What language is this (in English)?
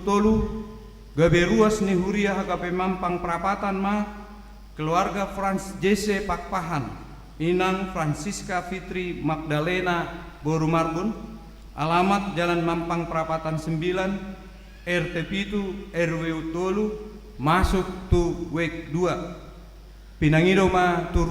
Batak Toba